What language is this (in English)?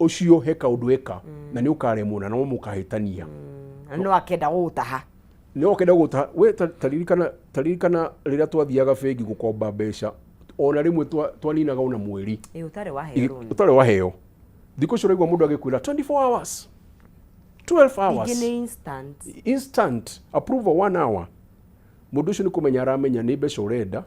Kikuyu